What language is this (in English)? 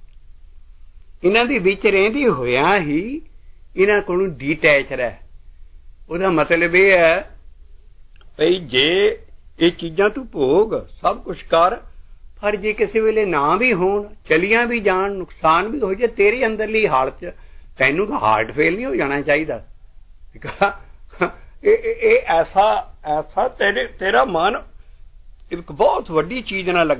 Punjabi